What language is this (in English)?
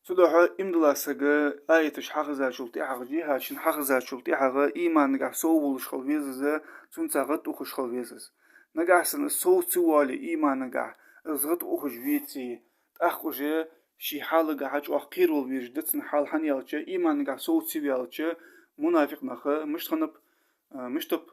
Ingush